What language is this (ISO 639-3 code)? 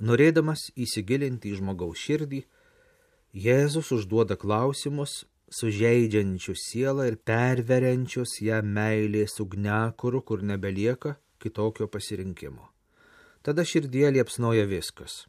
lit